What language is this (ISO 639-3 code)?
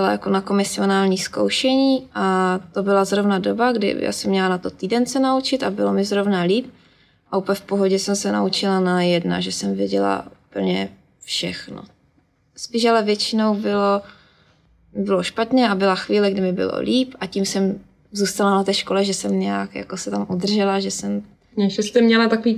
ces